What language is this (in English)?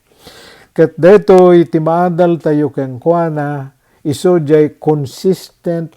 Iloko